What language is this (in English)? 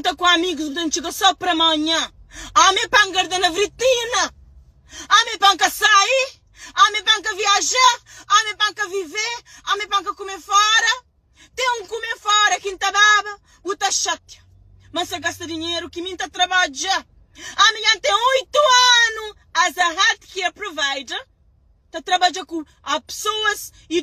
Kabuverdianu